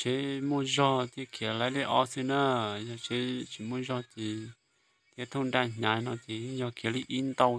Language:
Hmong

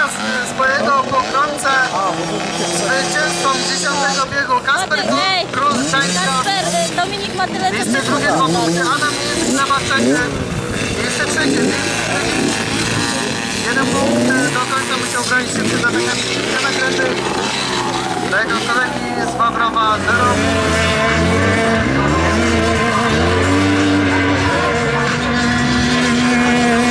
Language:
Polish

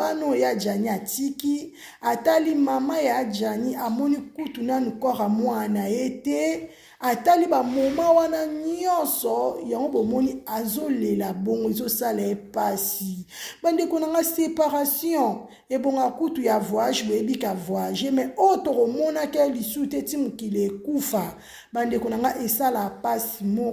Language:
Lingala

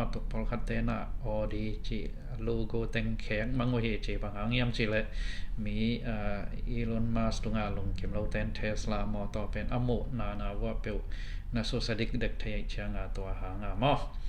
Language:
Tedim Chin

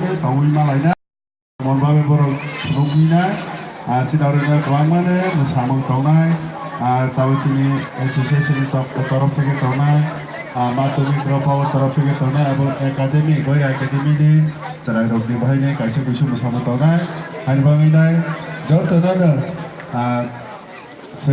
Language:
Kok Borok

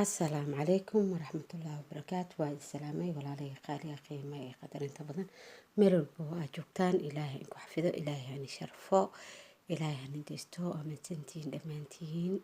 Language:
Somali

